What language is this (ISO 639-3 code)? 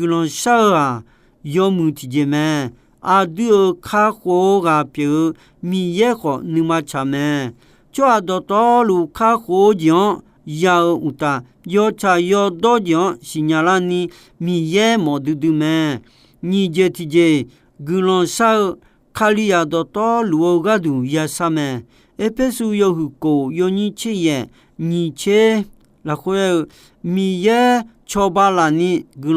ahk